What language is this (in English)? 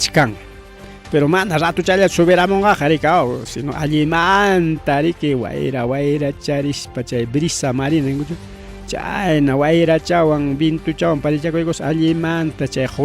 Ayacucho Quechua